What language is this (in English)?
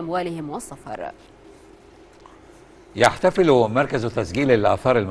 Arabic